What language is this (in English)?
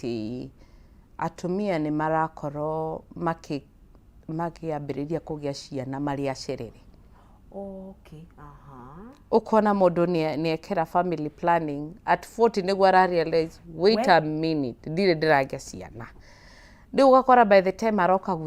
Kikuyu